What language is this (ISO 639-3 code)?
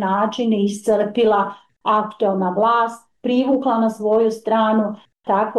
bos